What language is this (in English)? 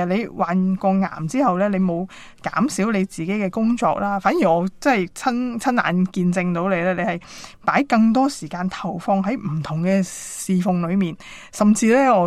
Cantonese